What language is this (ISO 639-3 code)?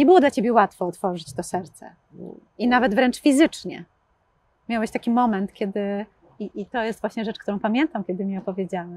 pol